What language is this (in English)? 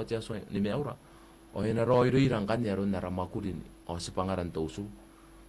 Gilbertese